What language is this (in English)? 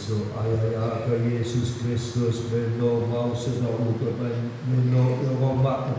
Nias